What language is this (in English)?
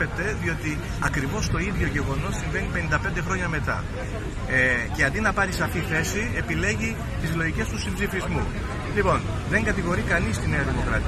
Greek